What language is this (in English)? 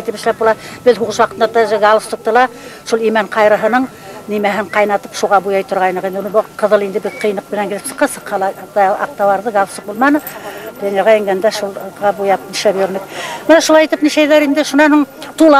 Bashkir